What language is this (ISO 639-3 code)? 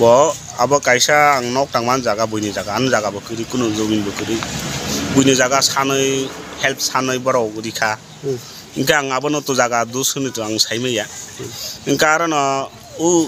trp